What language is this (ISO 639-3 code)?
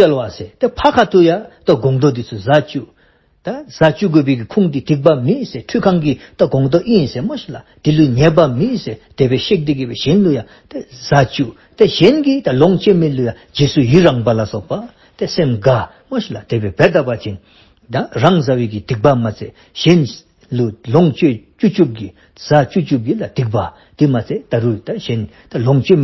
dzo